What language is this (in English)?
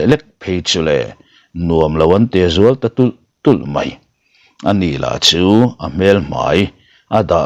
Mizo